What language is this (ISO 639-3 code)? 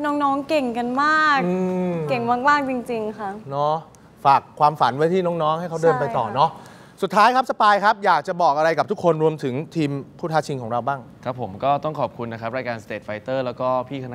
tha